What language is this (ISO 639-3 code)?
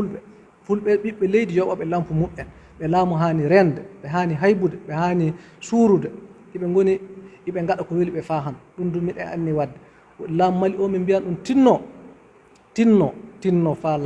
ful